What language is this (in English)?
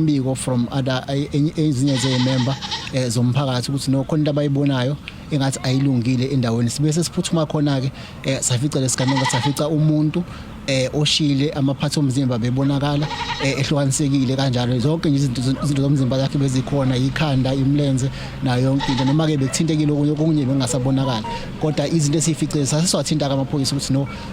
Zulu